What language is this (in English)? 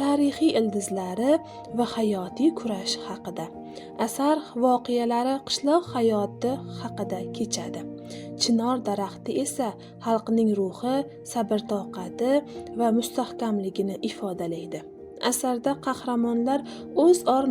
Uzbek